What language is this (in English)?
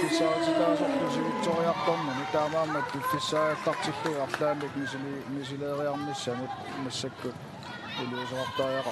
Kalaallisut